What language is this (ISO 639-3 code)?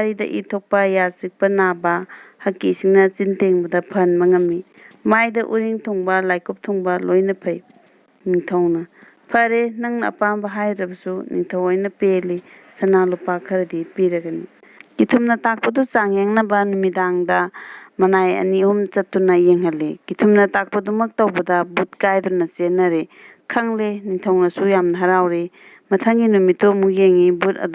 mni